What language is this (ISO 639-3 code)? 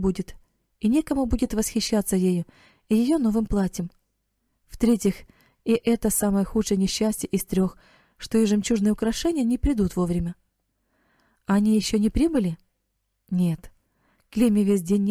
rus